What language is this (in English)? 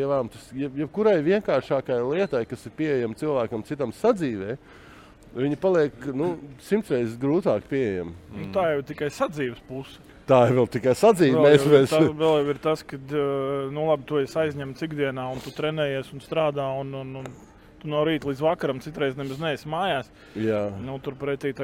Latvian